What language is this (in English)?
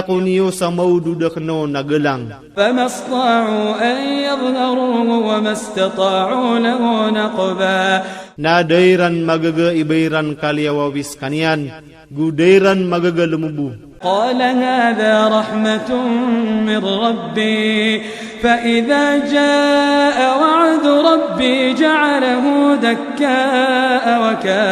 Iranun (Philippines)